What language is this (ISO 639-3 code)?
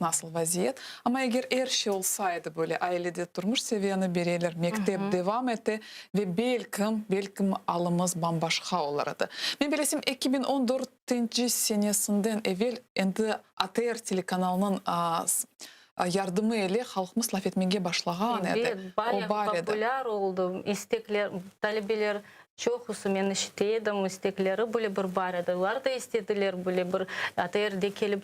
crh